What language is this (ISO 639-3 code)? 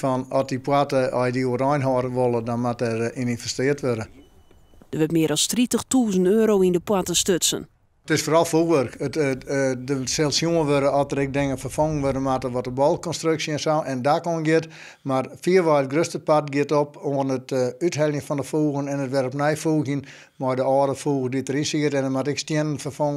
fry